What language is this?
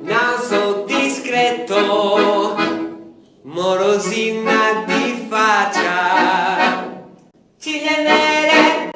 Sardinian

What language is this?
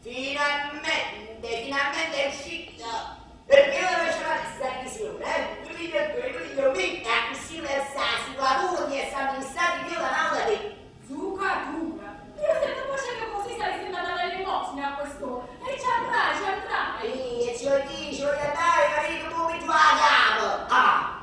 Neapolitan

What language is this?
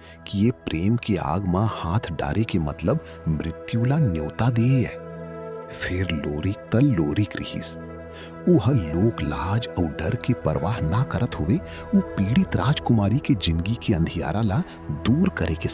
Chhattisgarhi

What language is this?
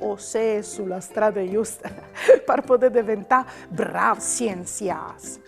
Friulian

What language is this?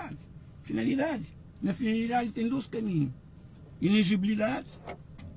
Kabuverdianu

